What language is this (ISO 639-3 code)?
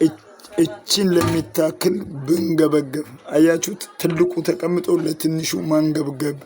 amh